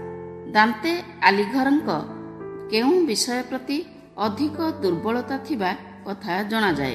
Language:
Odia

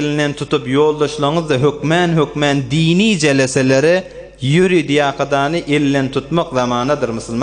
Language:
Turkmen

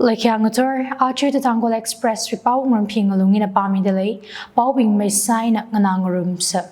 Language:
Tangkhul Naga (India)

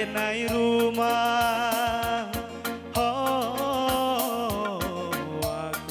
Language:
Batak Karo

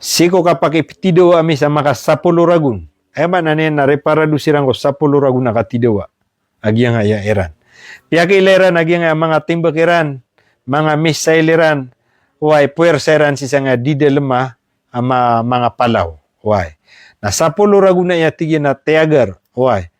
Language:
Maranao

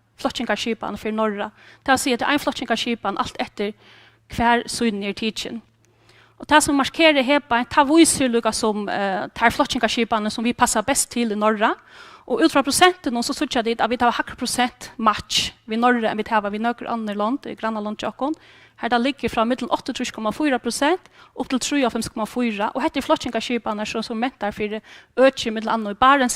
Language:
Faroese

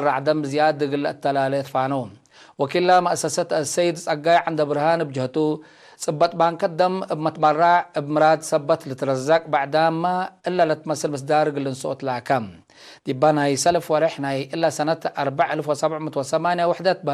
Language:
Tigre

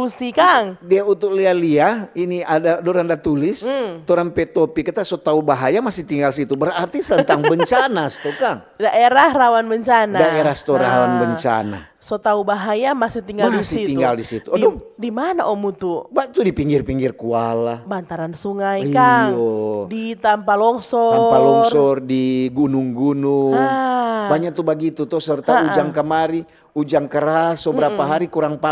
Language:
Manado Malay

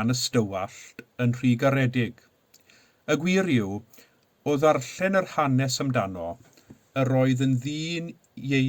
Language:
Welsh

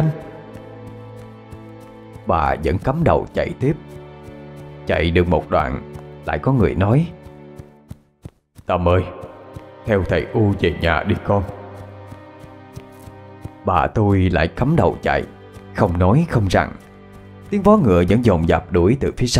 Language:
Vietnamese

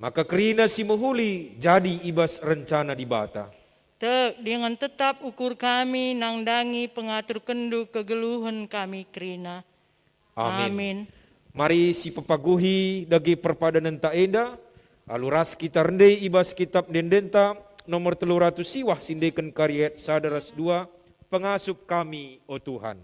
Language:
Batak Karo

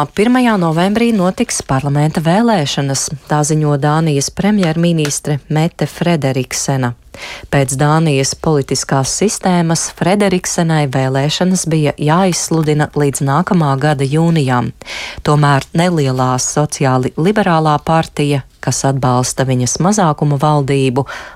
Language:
Latvian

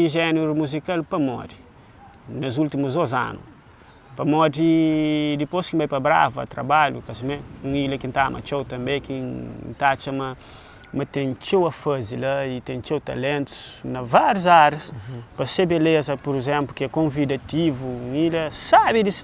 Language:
Kabuverdianu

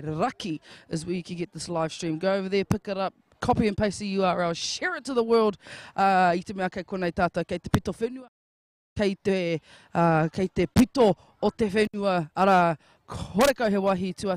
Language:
Māori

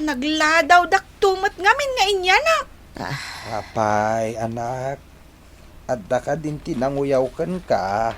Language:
Iloko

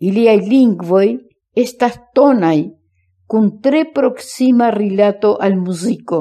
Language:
Esperanto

